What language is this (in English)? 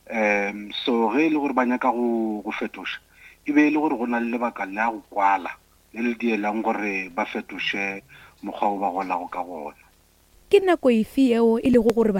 Northern Sotho